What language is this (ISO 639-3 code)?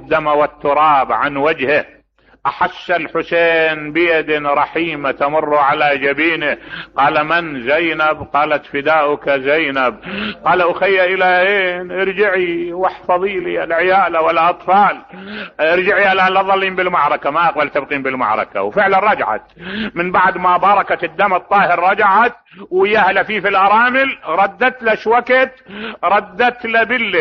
acm